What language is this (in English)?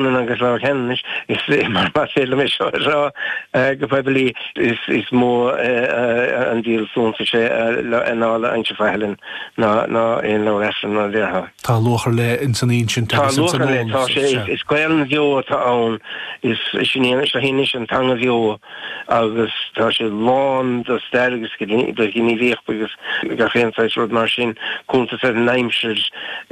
Irish